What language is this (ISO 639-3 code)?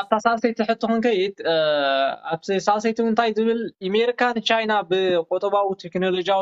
tir